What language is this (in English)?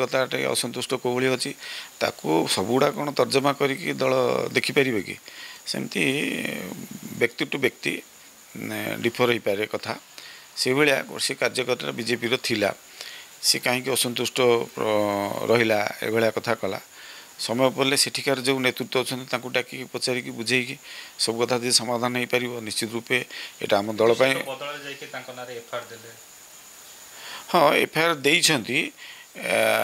Odia